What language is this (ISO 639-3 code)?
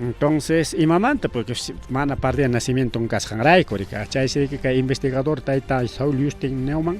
quy